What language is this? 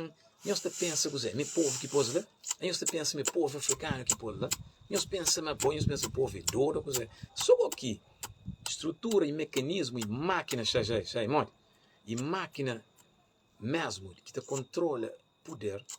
Kabuverdianu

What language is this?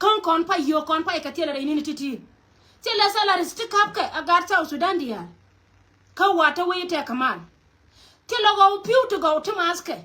Nuer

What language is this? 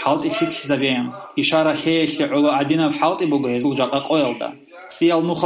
Avaric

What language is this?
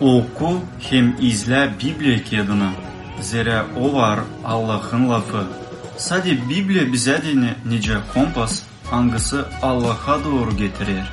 Gagauz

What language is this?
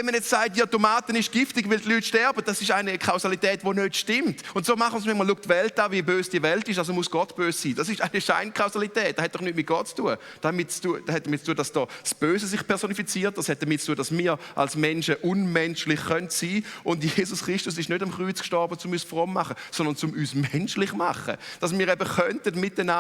Swiss German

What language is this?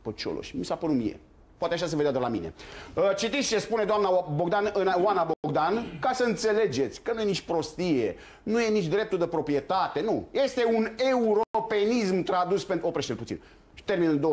Romanian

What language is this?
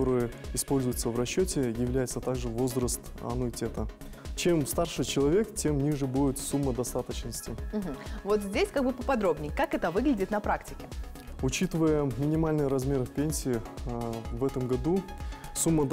Russian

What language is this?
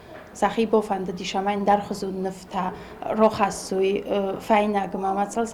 Ossetic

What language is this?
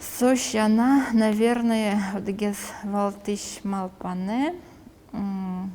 Udmurt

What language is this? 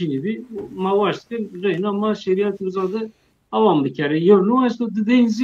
Zaza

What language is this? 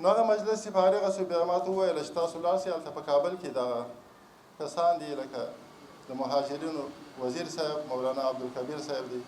Pashto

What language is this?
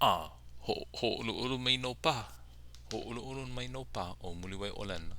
Hawaiian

